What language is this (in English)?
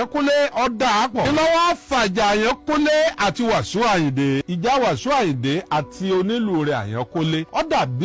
Yoruba